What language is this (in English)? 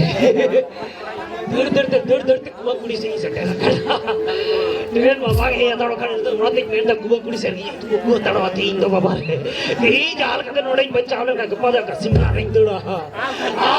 Santali